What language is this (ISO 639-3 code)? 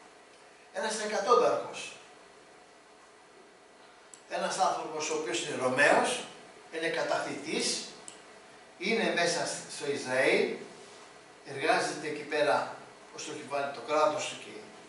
ell